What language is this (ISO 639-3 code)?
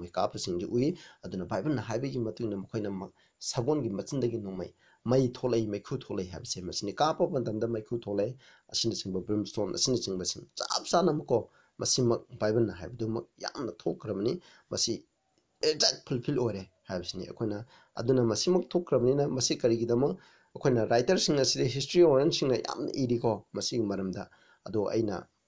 mni